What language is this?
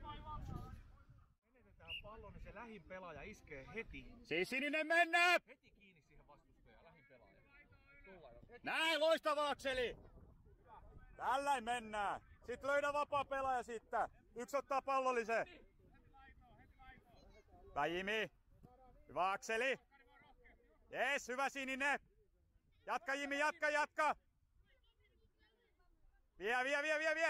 Finnish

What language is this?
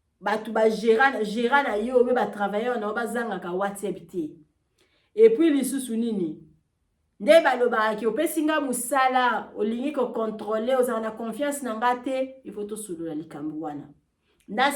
Lingala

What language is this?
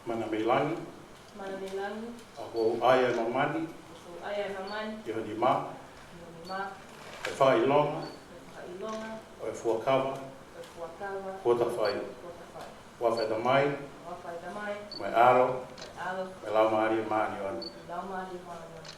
Tongan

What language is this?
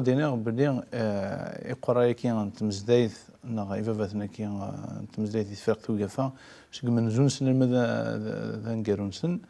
Kabyle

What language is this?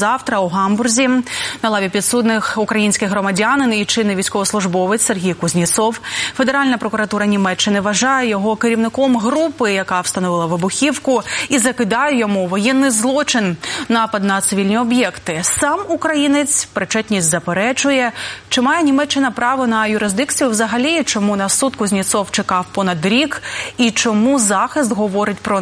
Ukrainian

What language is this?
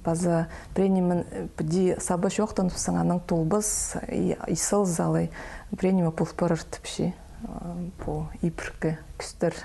Khakas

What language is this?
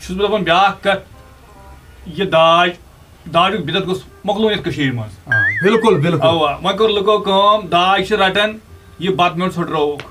Kashmiri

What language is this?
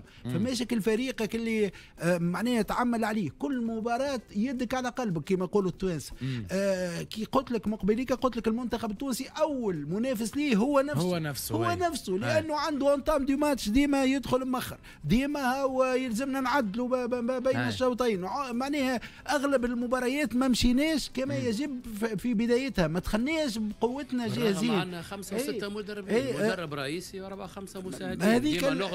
Tunisian Arabic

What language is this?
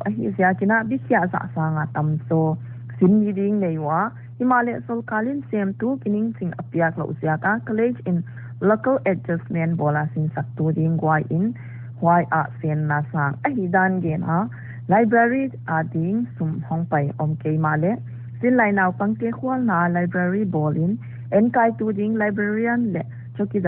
Paite Chin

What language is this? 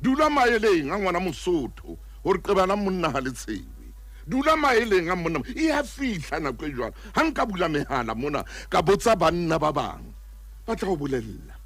Southern Sotho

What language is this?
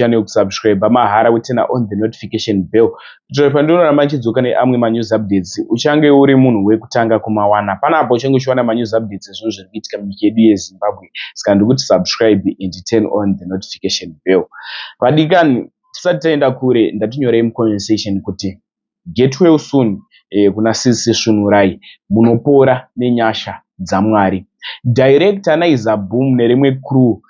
Shona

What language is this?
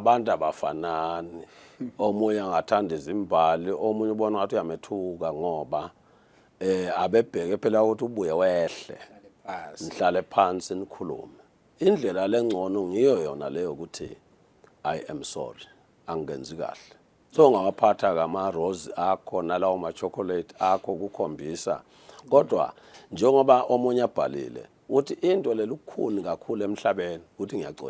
Swati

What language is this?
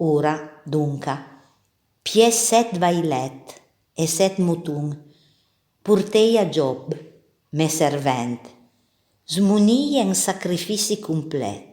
Piedmontese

